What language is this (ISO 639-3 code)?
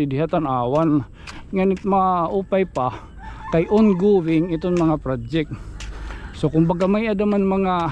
war